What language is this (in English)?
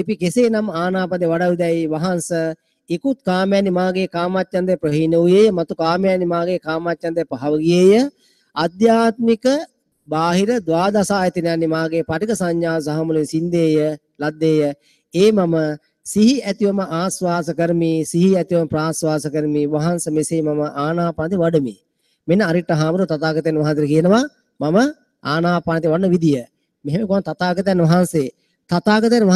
Sinhala